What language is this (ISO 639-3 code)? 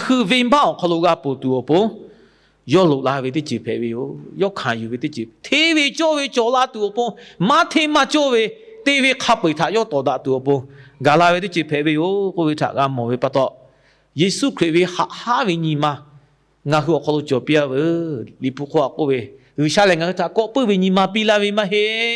lhu